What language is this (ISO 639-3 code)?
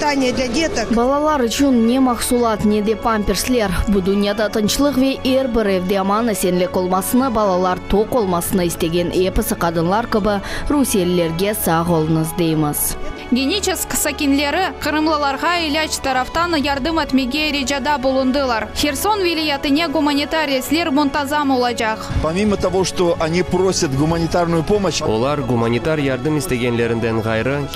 crh